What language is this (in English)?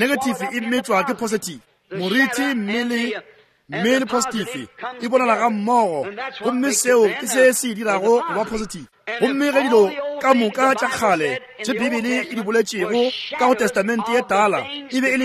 Northern Sotho